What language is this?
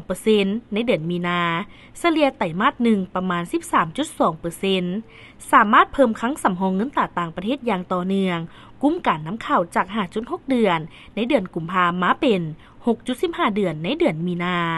Lao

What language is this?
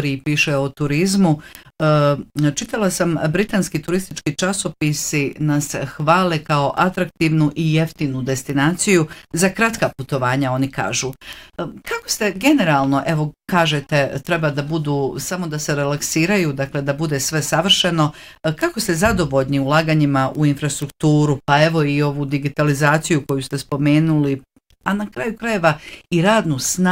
Bosnian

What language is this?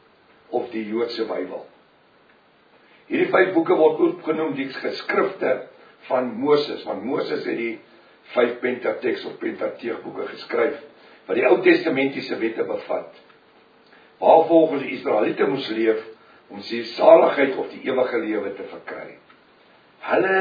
Afrikaans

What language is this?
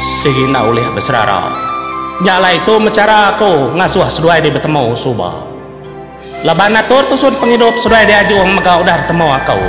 Iban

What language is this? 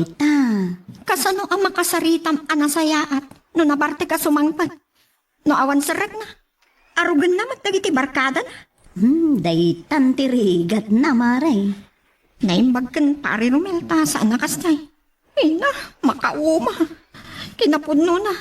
Iloko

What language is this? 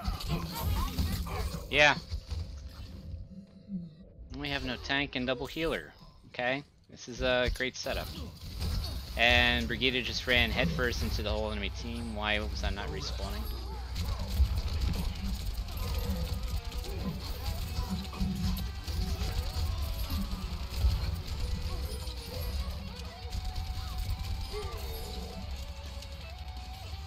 English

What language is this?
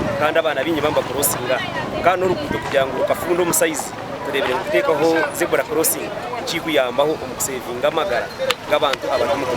Nyankole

